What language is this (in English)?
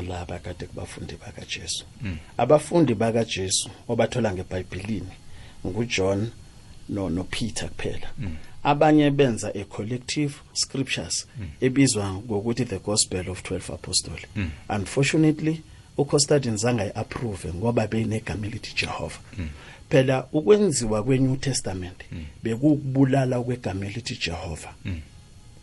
South Ndebele